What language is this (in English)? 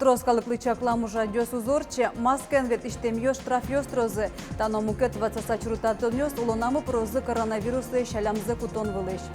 Udmurt